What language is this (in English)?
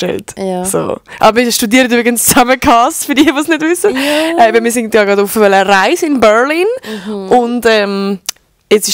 Swiss German